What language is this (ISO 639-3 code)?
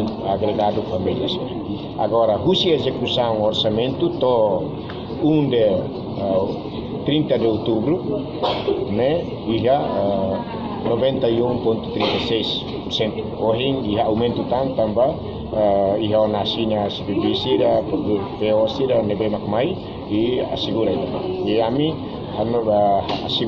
tet